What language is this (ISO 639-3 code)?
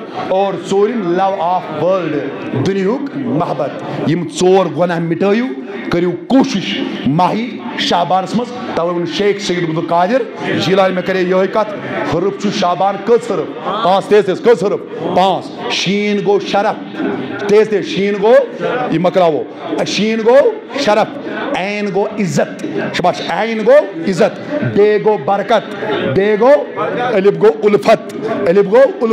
kas